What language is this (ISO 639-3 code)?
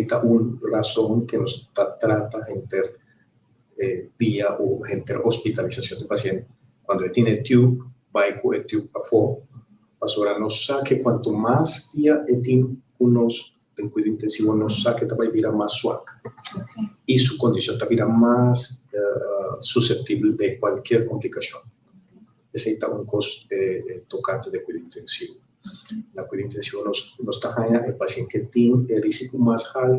pap